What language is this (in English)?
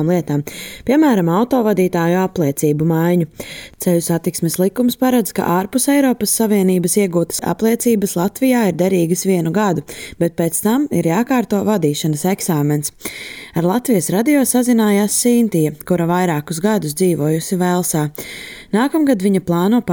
Latvian